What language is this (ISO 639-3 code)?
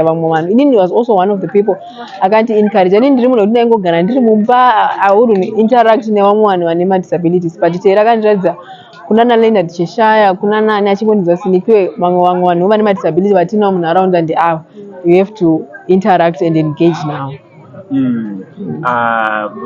sna